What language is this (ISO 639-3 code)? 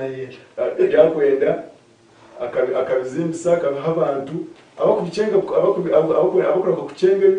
nyn